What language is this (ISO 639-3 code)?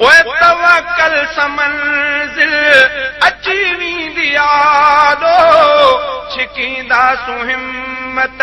snd